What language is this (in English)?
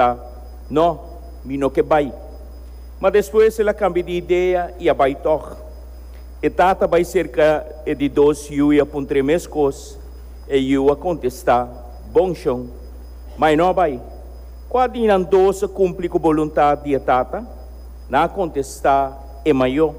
Papiamento